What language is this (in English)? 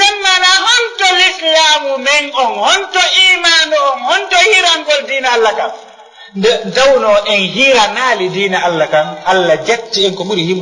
Fula